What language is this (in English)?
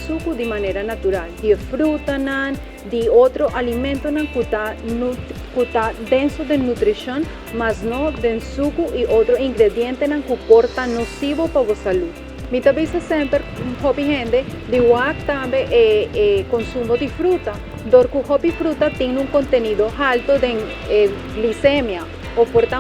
Papiamento